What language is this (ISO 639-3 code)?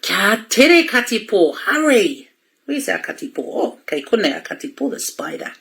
mri